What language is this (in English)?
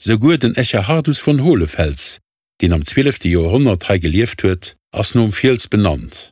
Luxembourgish